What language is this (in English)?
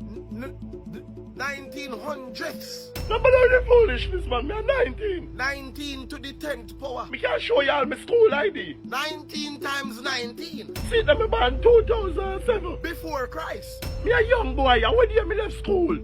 Jamaican Creole English